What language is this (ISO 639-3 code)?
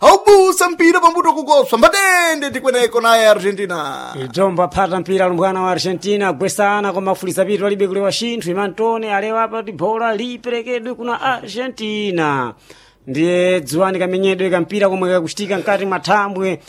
seh